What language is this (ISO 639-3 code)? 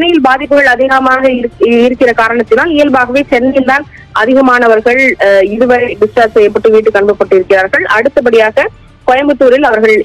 tam